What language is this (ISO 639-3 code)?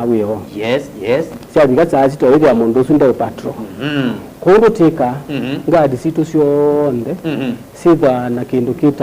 kam